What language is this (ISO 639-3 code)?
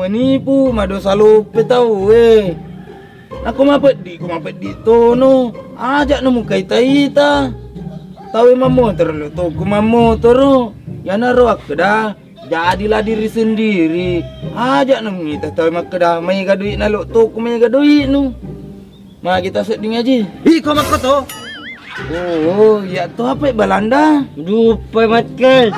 bug